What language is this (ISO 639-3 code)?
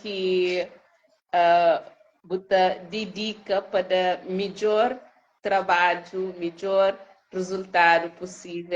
kea